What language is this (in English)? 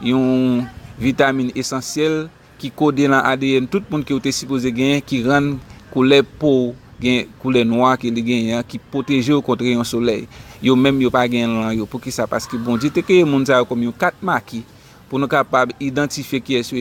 Haitian Creole